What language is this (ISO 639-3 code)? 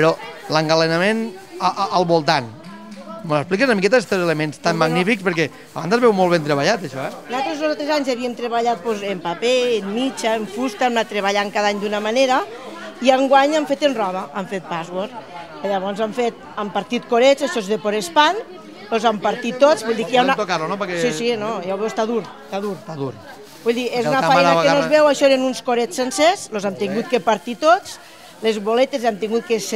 cat